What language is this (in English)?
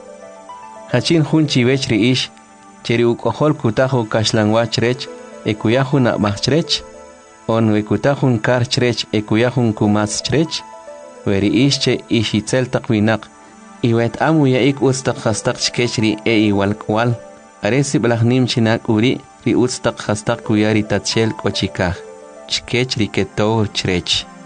Kʼicheʼ